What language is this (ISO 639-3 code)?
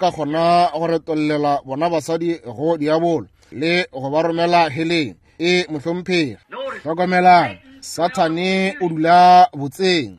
nso